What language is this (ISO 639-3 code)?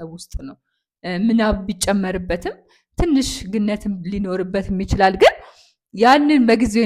amh